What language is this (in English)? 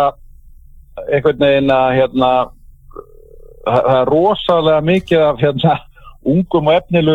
Icelandic